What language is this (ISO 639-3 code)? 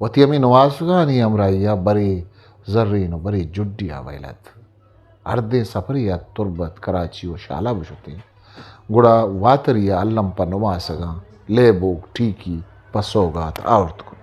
bgp